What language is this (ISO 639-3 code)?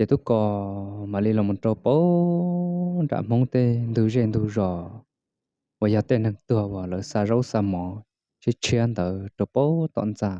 hmn